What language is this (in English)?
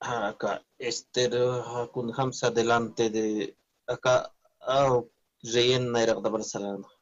Aymara